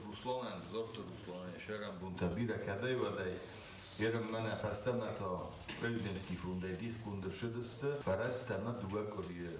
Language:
Ossetic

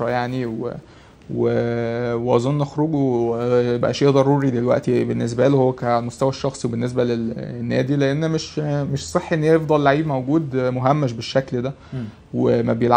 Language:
Egyptian Arabic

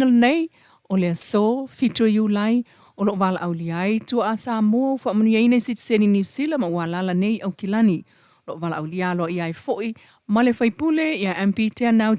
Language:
Samoan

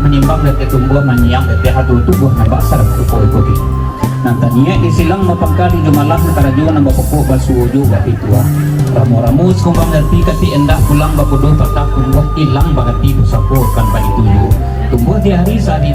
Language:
Minangkabau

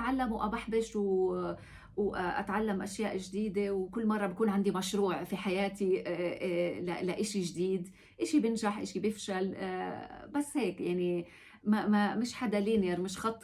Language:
North Levantine Arabic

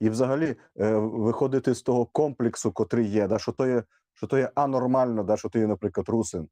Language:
Rusyn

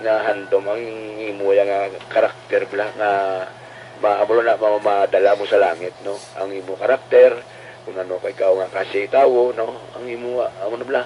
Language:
Hiligaynon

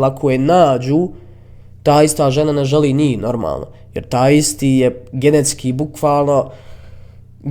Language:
Bosnian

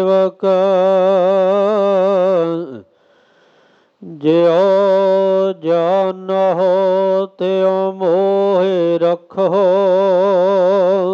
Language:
Punjabi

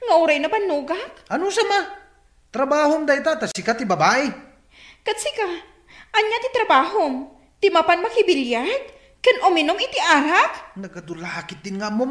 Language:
Iloko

